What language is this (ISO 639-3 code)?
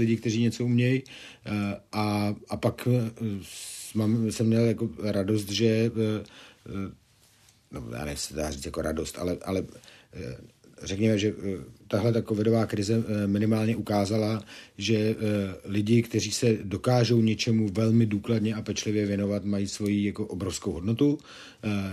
ces